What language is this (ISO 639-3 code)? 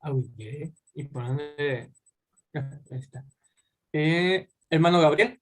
grn